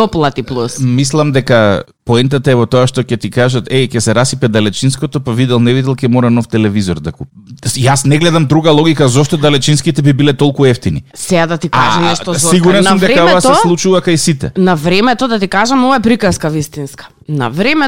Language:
Macedonian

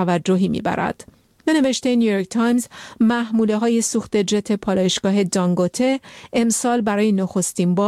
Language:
Persian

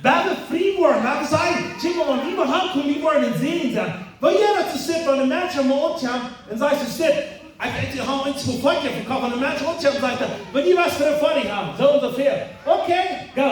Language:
Plautdietsch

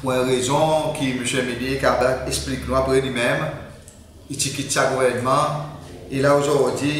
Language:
Seselwa Creole French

